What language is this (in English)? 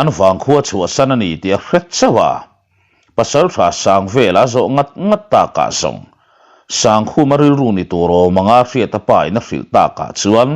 Mizo